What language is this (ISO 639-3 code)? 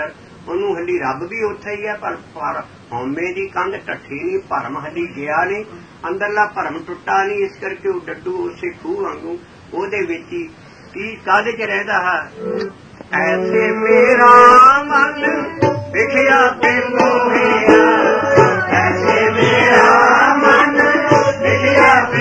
pan